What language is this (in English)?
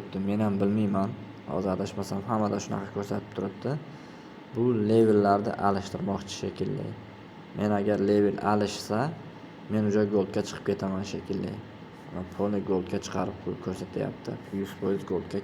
Uzbek